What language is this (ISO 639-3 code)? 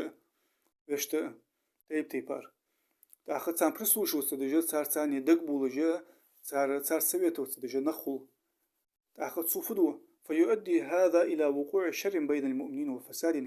inh